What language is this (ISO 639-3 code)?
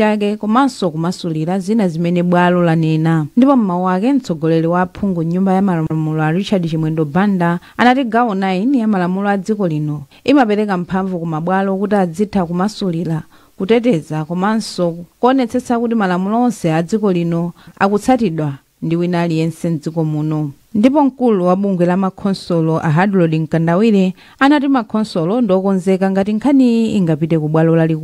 nya